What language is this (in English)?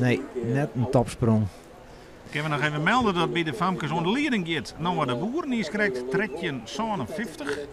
Western Frisian